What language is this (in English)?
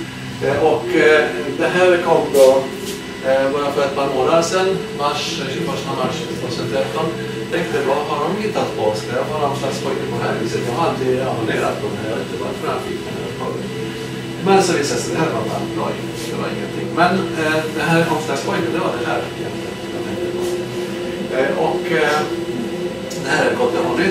Swedish